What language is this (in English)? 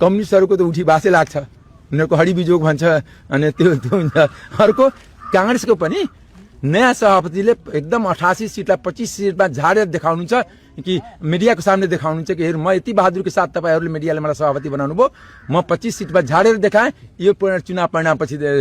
Nepali